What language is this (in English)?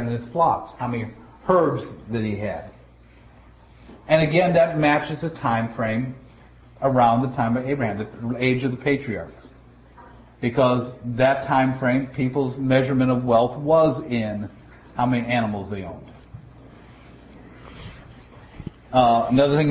English